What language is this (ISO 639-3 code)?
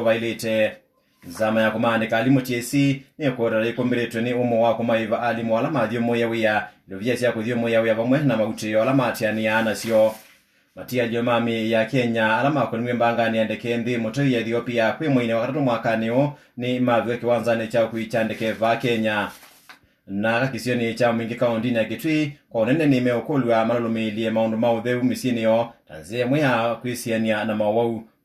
kam